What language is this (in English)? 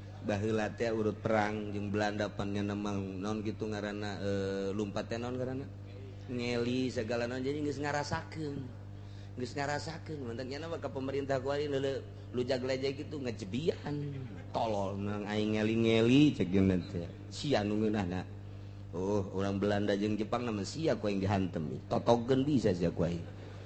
Sundanese